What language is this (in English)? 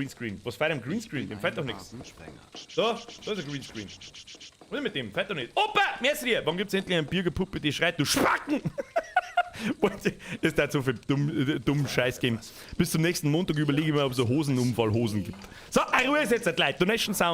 Bavarian